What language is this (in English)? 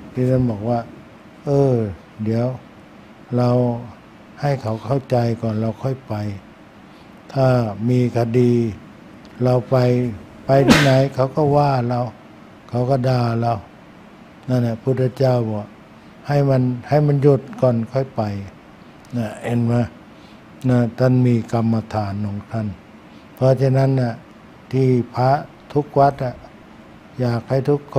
Thai